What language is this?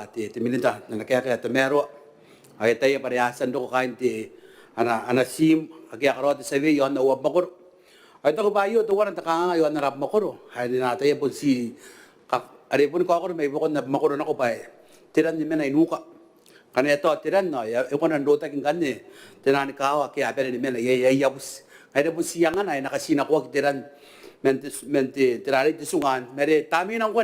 Gilbertese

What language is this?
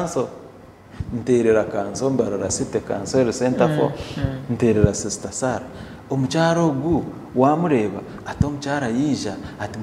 Nyankole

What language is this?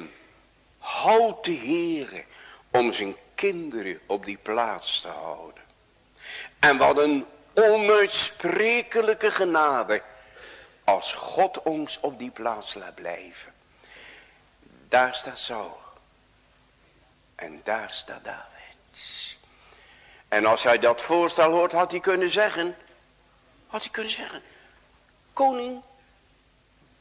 Dutch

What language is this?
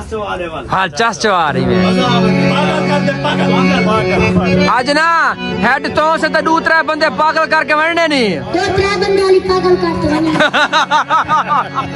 Saraiki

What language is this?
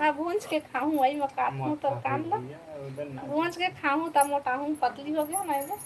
Chhattisgarhi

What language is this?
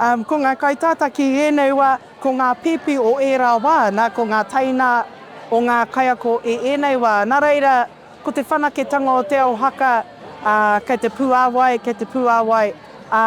Māori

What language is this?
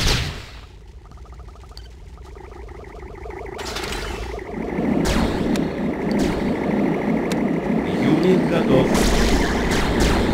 Russian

